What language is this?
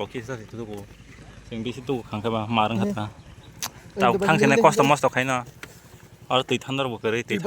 Kok Borok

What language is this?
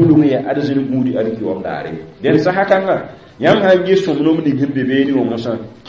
Mossi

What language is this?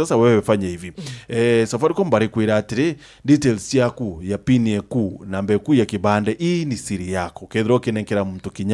Meru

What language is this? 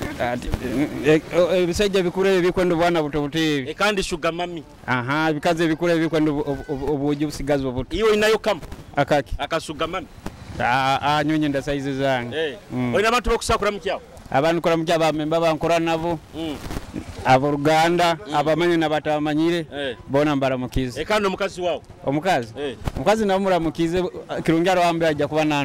Nyoro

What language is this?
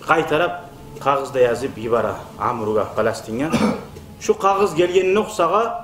Kumyk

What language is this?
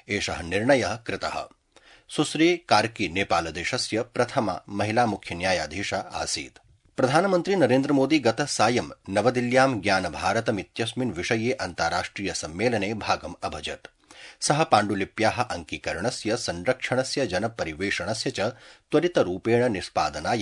Sanskrit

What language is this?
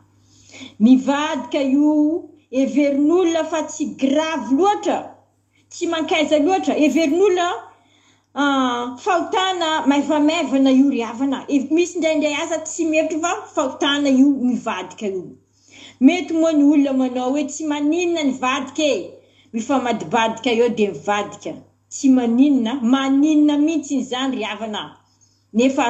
Malagasy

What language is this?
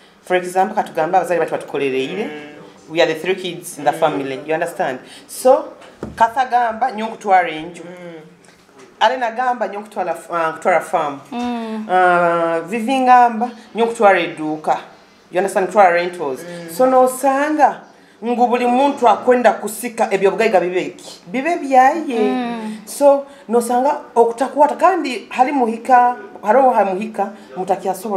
Nyoro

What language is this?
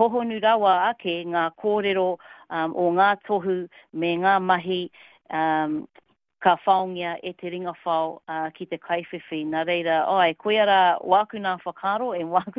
Māori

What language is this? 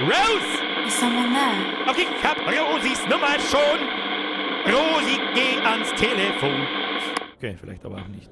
Bavarian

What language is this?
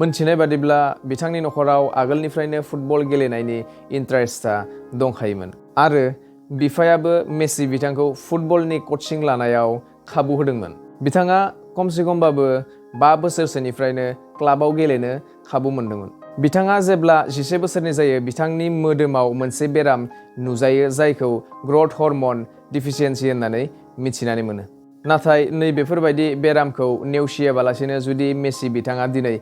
Bodo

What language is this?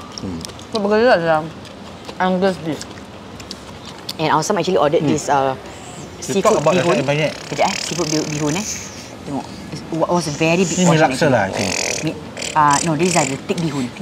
Malay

